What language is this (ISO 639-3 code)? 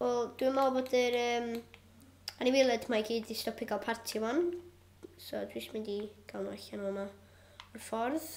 cym